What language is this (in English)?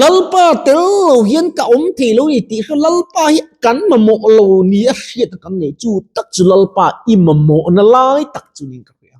Mizo